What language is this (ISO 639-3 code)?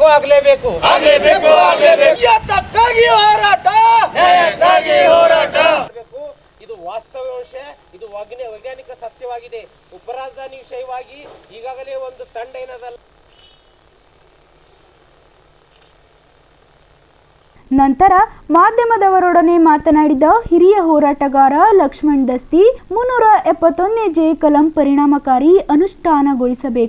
kan